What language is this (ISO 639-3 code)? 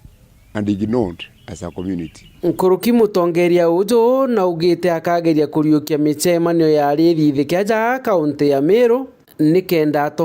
mer